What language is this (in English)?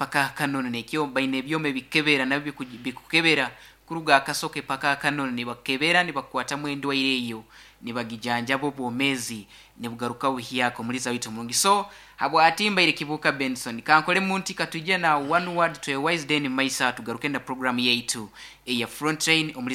Nyankole